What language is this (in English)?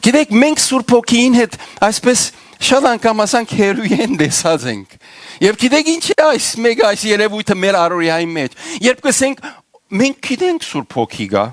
Western Armenian